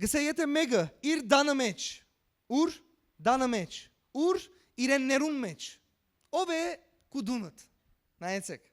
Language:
Western Armenian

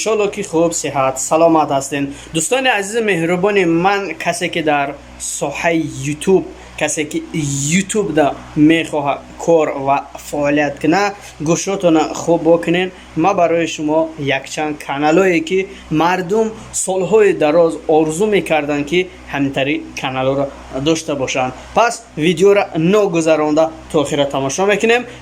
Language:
Tajik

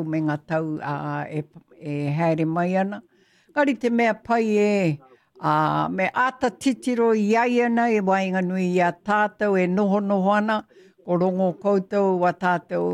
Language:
Māori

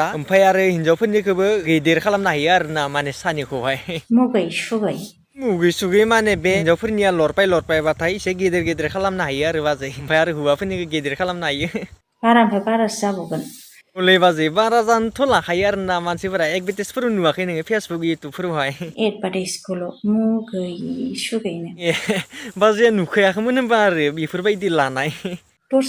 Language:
Bodo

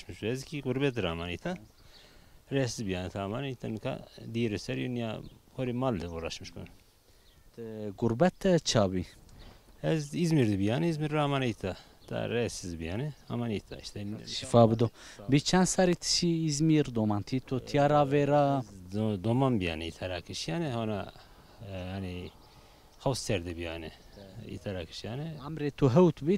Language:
Zaza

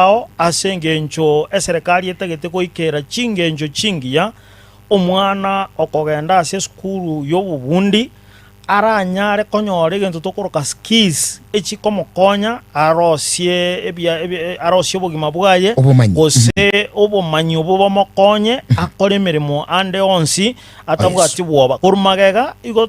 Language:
Gusii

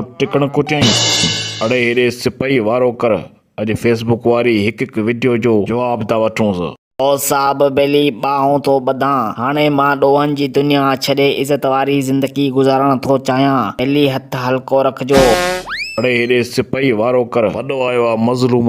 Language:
Sindhi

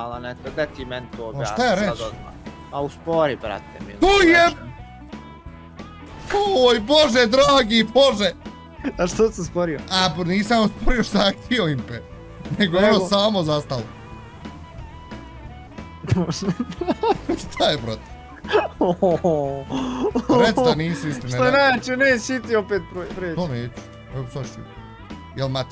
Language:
Bosnian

